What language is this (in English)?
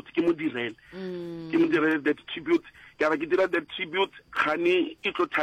Northern Sotho